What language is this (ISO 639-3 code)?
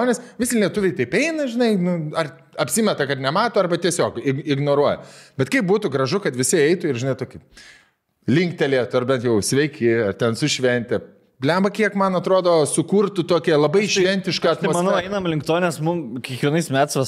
lit